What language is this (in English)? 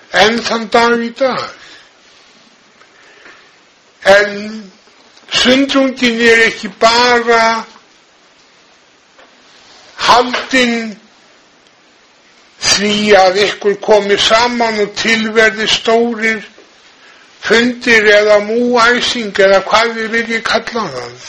Icelandic